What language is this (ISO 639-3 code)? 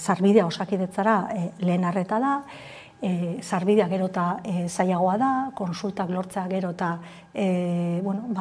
eus